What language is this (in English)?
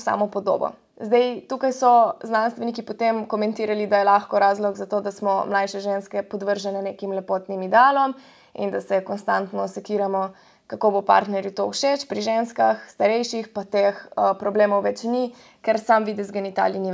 Slovenian